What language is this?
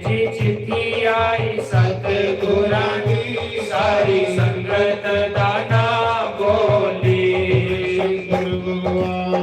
Dogri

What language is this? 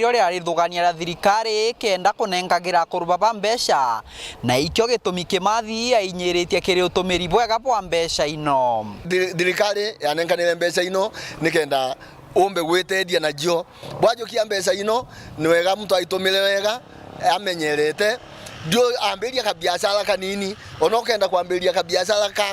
Meru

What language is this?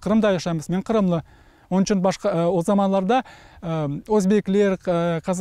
Crimean Tatar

